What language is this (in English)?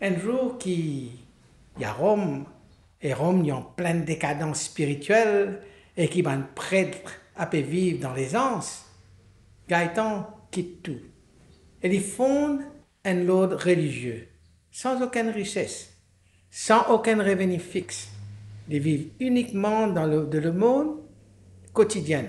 Morisyen